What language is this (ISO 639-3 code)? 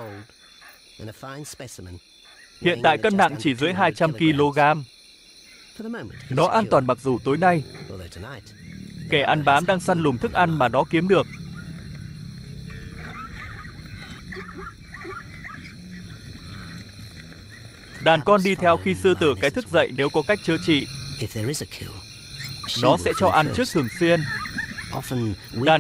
vie